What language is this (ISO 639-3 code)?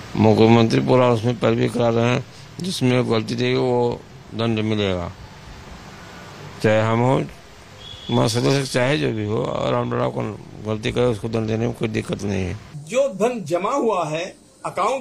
hin